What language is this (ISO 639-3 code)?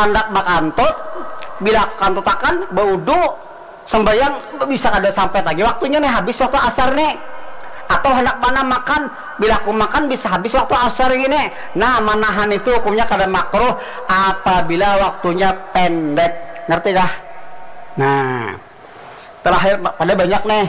bjn